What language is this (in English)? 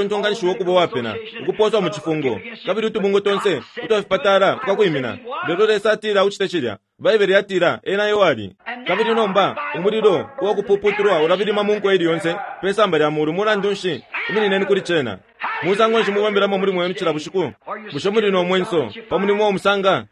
Bemba